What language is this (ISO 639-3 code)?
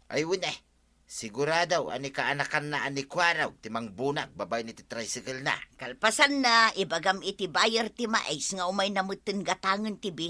ilo